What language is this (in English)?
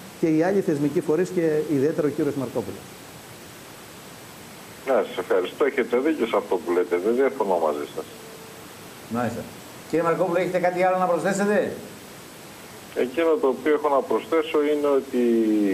Greek